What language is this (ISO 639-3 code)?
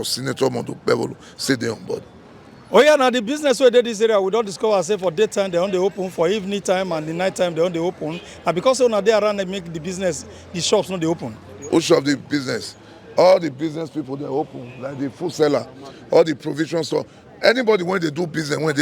pcm